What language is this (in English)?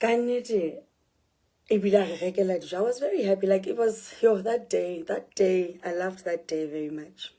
Southern Sotho